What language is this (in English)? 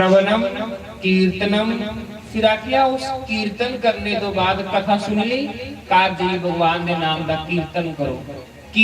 Dogri